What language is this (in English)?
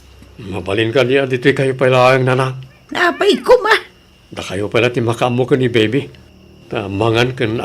Iloko